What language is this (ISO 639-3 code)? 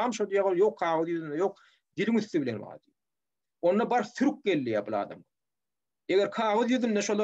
tuk